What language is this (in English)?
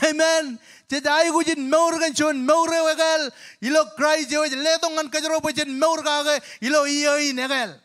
Marshallese